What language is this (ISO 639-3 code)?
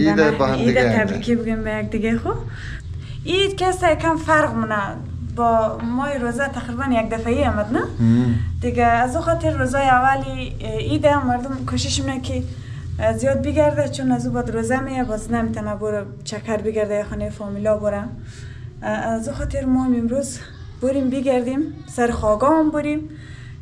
fas